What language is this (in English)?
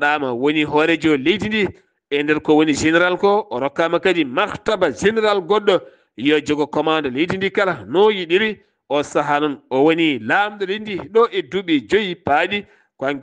Fula